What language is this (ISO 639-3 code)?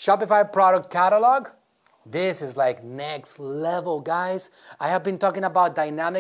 eng